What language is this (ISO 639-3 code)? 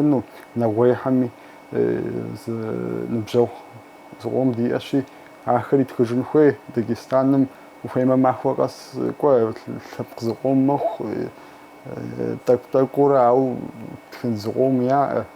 kbd